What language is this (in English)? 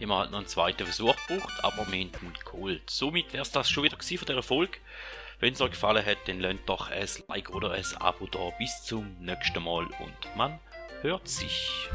Swiss German